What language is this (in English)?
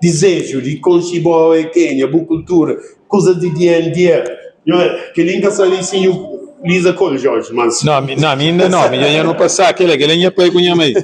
Kabuverdianu